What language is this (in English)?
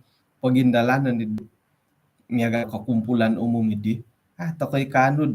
Central Dusun